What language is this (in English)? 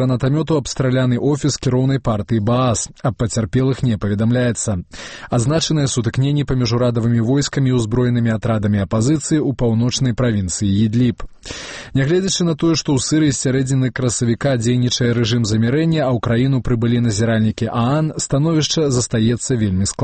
Belarusian